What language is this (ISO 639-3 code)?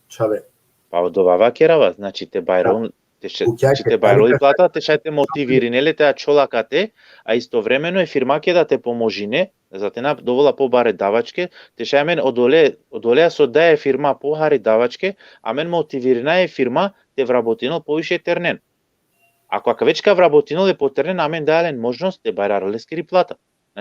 rmn